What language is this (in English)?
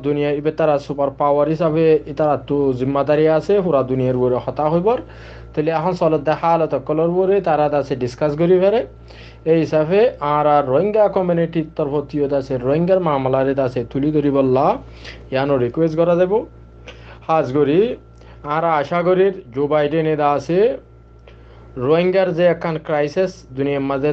Rohingya